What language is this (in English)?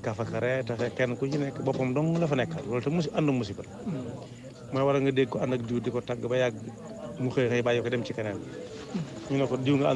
Wolof